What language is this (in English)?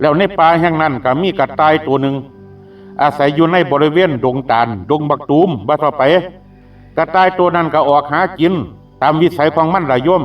Northeastern Thai